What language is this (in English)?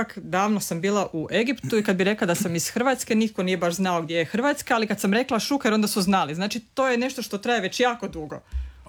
Croatian